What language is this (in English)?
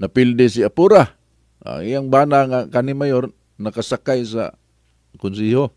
Cebuano